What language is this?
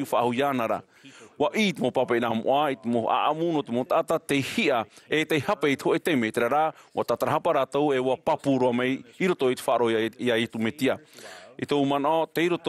Tahitian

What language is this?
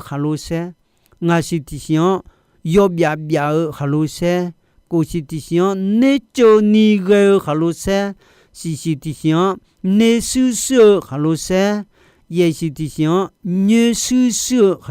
Akha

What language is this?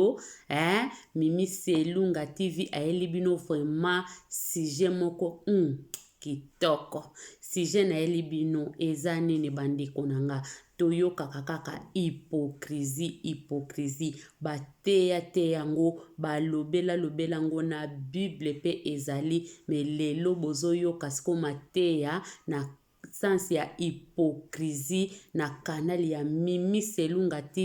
Lingala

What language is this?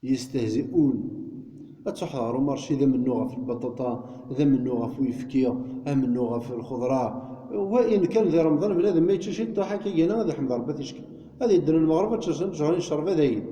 Kabyle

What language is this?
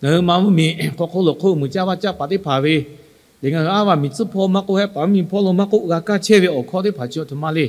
Lahu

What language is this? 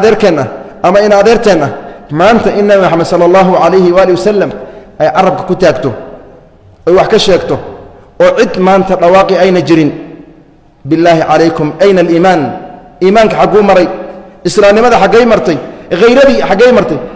Somali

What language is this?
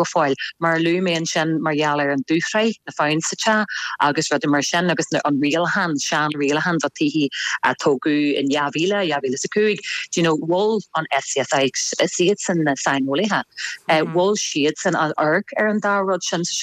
Irish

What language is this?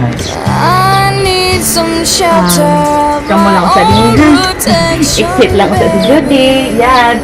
Cebuano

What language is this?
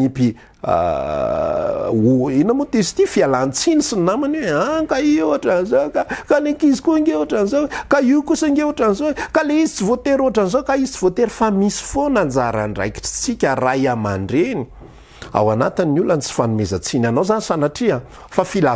Malagasy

